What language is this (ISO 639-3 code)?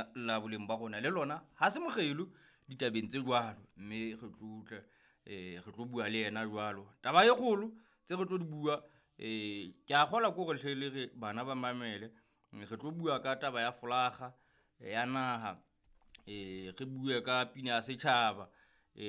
sot